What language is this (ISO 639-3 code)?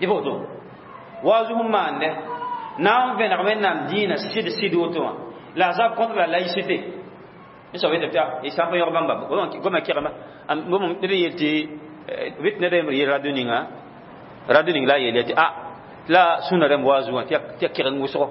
mos